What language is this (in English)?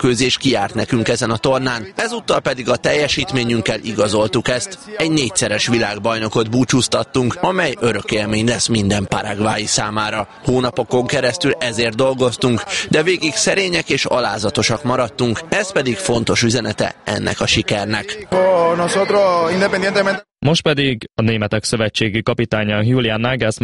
Hungarian